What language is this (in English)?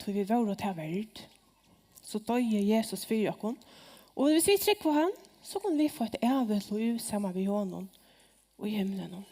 Faroese